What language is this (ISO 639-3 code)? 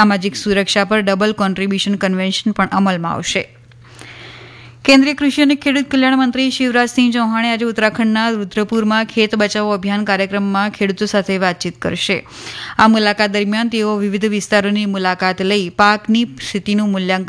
guj